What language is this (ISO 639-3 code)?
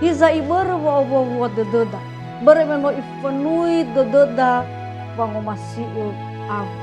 nia